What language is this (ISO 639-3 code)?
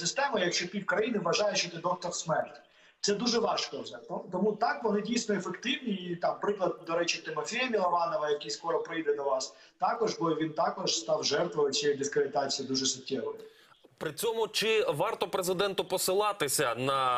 ukr